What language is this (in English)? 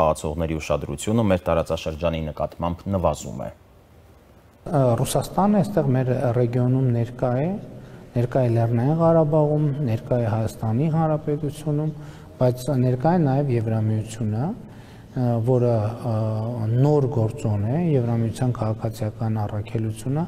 Armenian